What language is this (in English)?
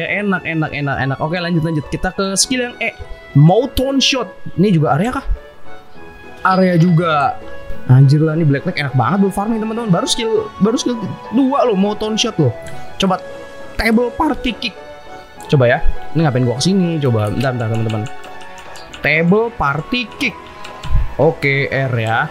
Indonesian